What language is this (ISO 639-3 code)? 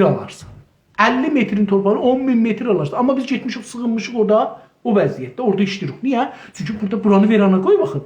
azb